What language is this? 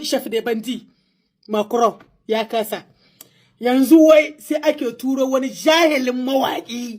Hausa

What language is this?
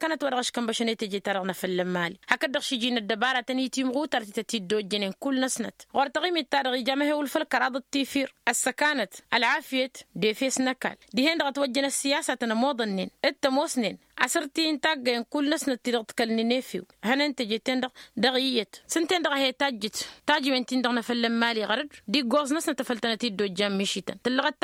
Tamasheq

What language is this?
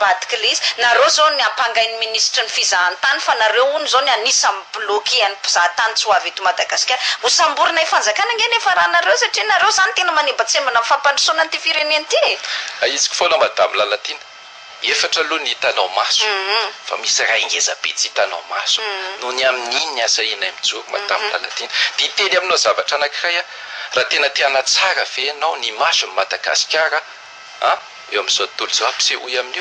Malagasy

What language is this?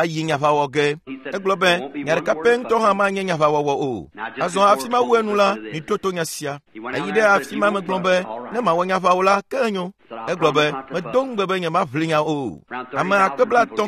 Ewe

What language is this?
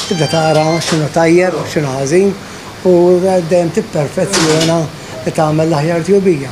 Maltese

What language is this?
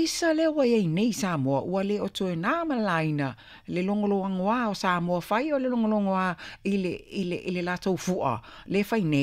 Samoan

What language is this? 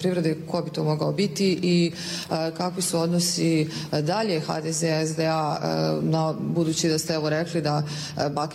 Bosnian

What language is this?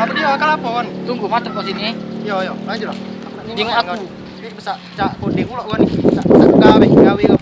Musi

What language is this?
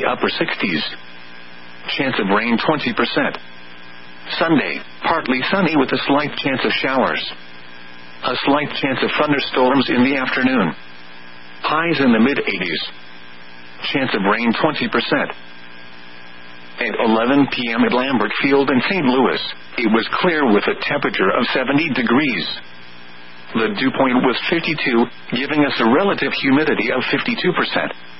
English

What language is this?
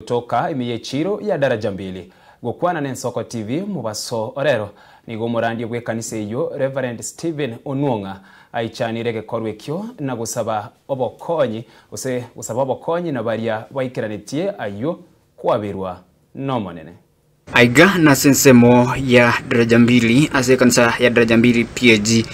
Gusii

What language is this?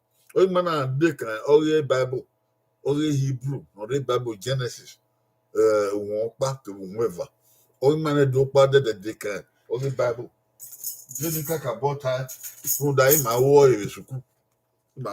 Bini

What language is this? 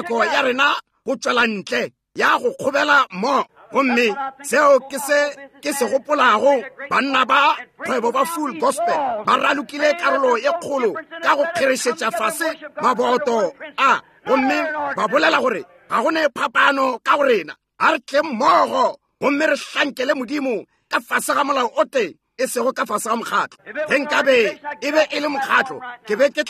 Northern Sotho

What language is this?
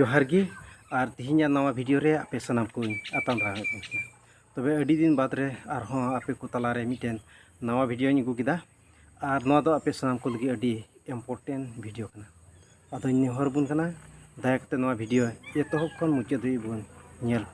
Santali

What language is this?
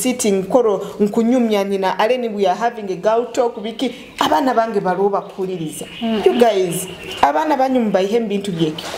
Tooro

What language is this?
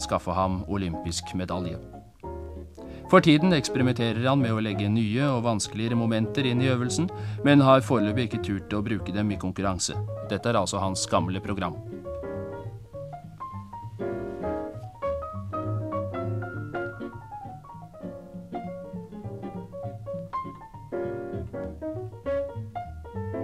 Norwegian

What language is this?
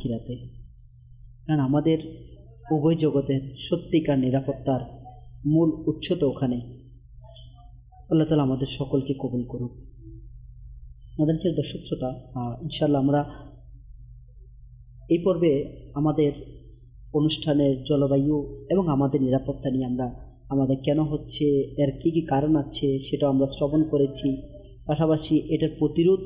Bangla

